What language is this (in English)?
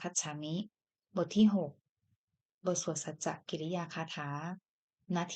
Pali